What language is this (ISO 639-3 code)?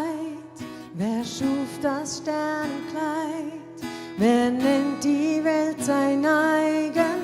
gsw